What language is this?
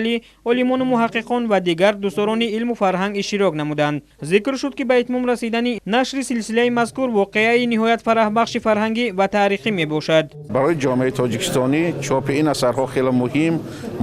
Tajik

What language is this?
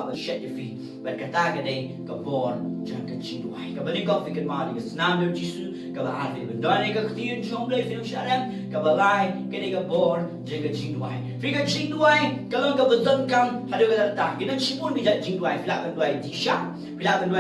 Khasi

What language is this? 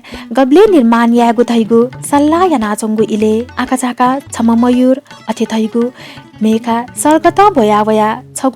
Newari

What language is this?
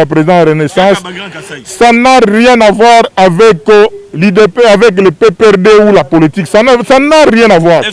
Lingala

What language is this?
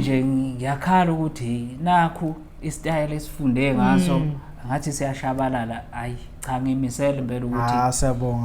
Zulu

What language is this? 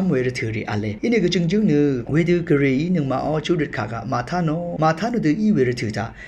Rawang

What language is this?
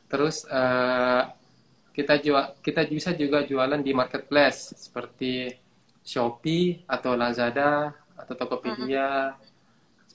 Indonesian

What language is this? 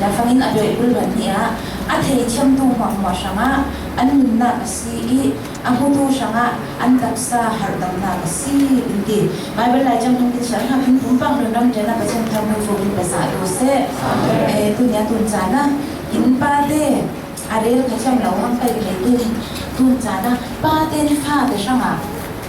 Falam Chin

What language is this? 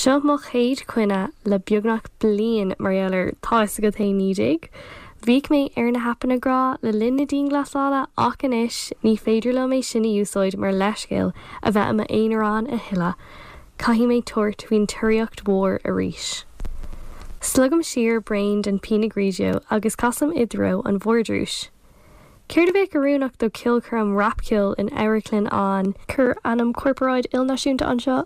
Irish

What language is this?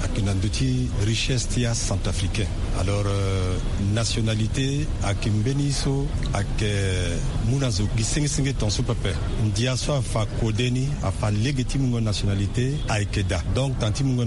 Sango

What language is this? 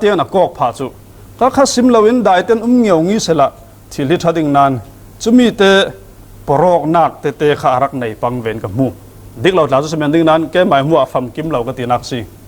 Falam Chin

